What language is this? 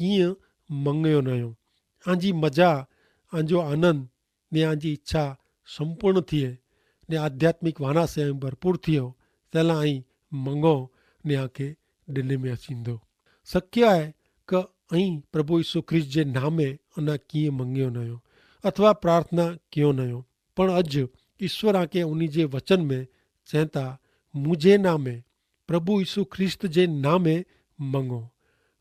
Kachhi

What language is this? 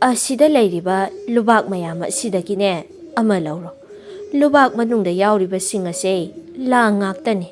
Manipuri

